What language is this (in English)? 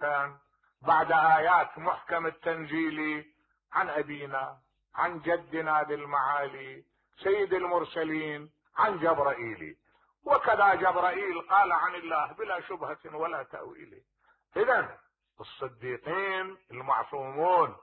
Mesopotamian Arabic